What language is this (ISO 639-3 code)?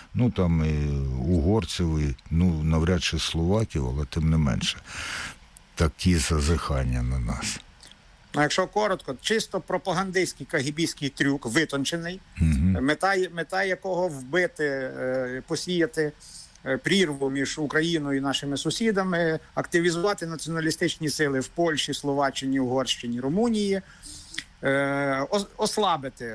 ukr